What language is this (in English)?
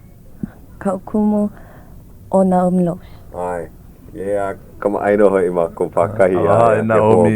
Hawaiian